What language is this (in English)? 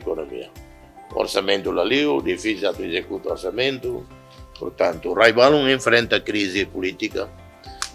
Tetum